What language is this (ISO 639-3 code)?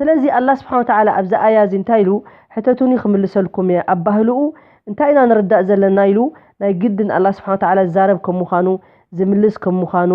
tir